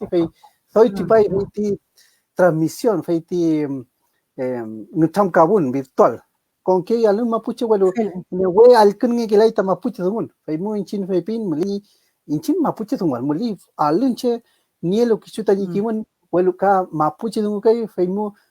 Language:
Mapuche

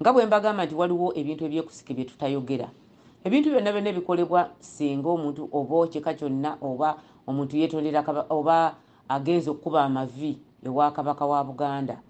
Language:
Ganda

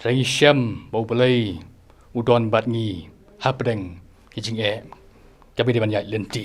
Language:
Khasi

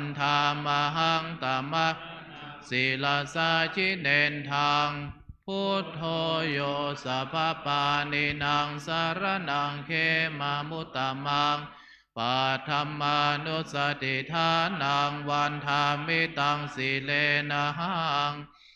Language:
Pali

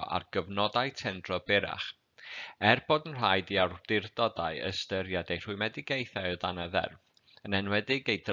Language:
Welsh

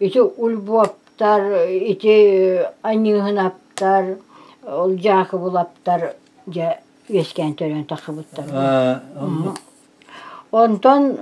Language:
Yakut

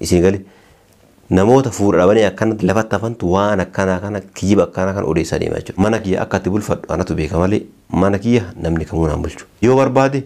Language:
Oromo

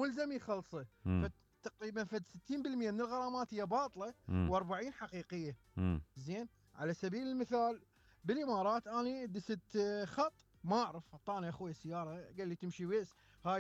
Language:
Mesopotamian Arabic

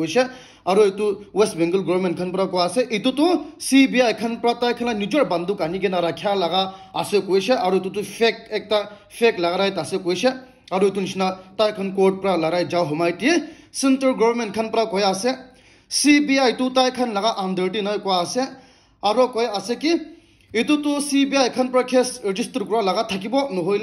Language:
Naga Pidgin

